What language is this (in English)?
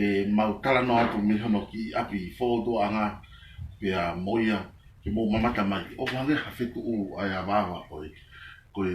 Tongan